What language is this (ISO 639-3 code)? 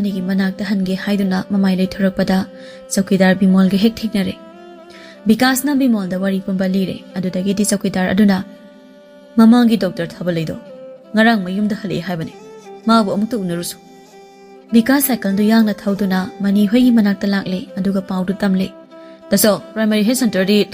mni